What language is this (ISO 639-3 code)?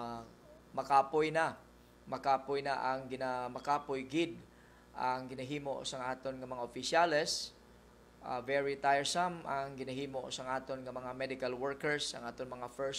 hil